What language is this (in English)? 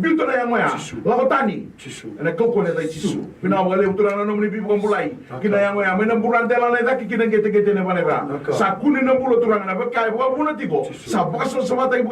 Fijian